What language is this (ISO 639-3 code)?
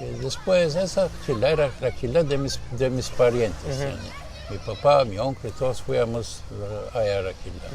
lad